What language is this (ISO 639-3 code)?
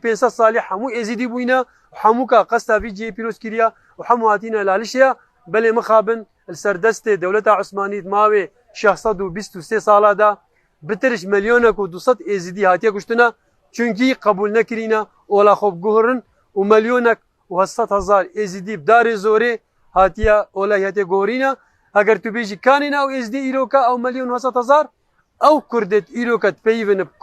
kur